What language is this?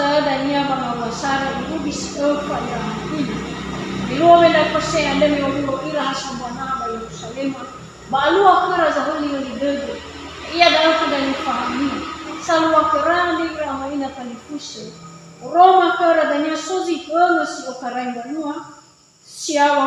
Nias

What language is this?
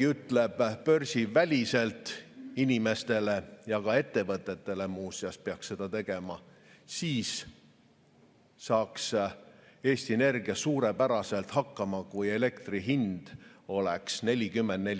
Estonian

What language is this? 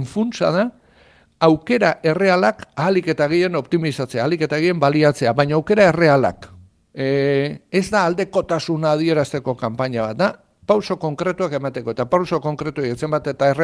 Basque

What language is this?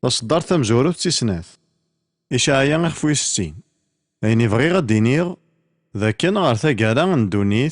Kabyle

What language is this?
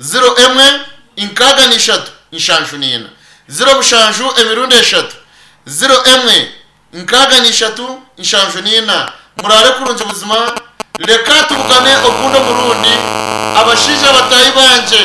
Nyankole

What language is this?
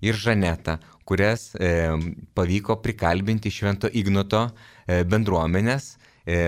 Lithuanian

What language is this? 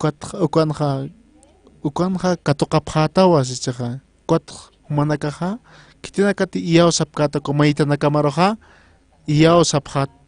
Aymara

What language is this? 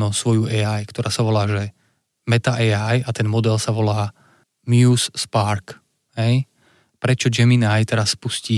Slovak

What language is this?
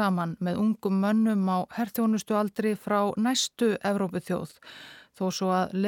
Icelandic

